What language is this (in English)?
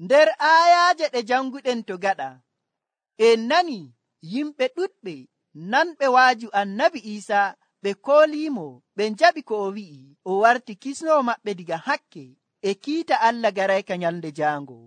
Nigerian Fulfulde